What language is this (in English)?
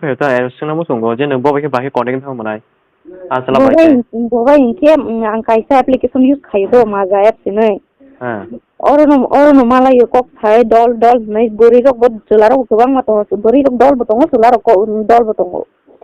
Kok Borok